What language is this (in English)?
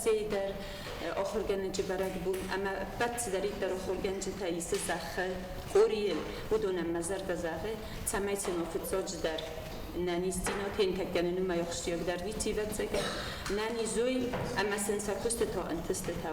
Ossetic